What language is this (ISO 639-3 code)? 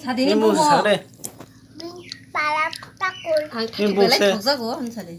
trp